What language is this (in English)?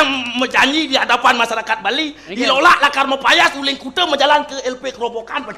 Balinese